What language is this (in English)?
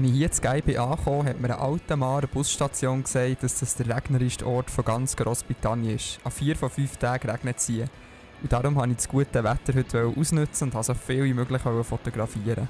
Swiss German